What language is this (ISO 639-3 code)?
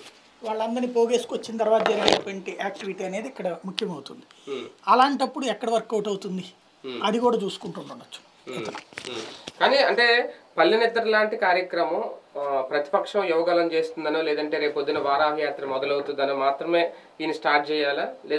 tel